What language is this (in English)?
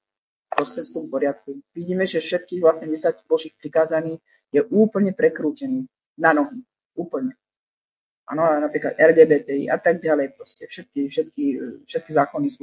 Slovak